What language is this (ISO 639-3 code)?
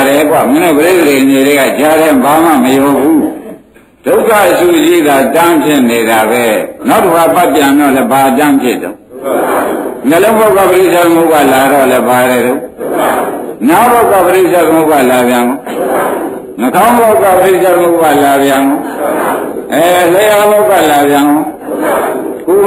mya